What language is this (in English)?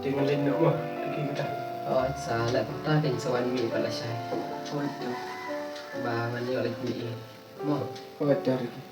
Khasi